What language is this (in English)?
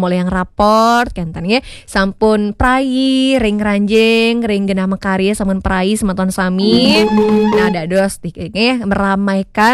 Balinese